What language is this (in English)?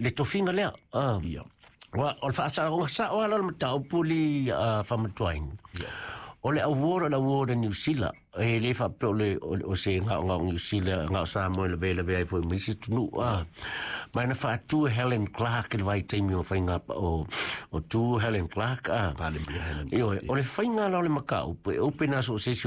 Samoan